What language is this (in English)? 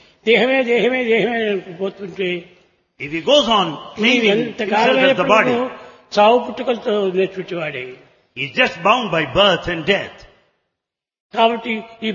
Telugu